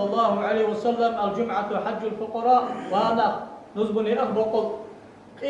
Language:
Ingush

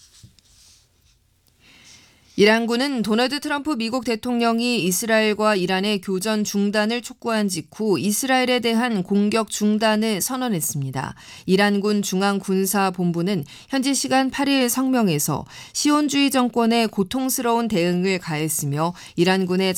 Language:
Korean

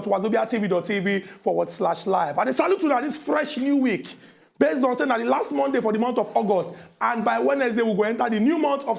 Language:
Nigerian Pidgin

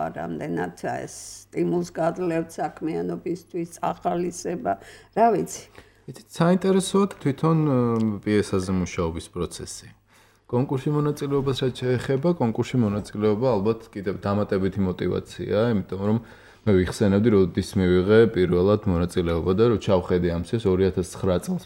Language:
Georgian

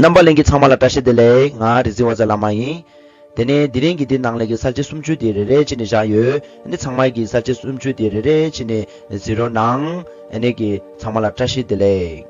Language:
Tibetan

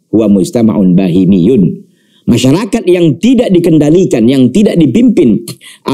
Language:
Indonesian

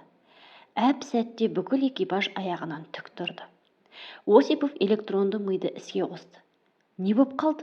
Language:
Kazakh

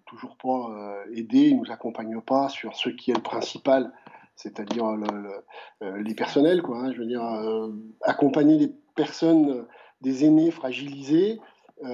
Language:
French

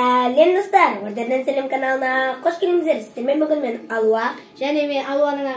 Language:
Kazakh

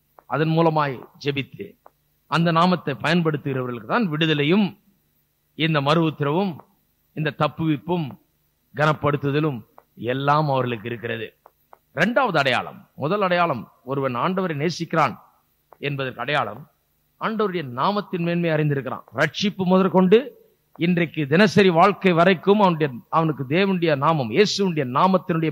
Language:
Tamil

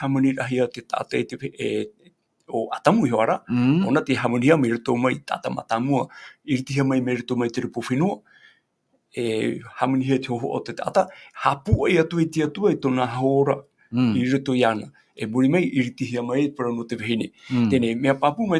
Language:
Tahitian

